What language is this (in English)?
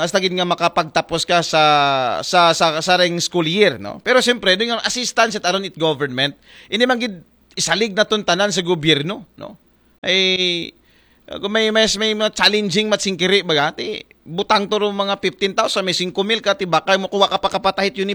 Aklanon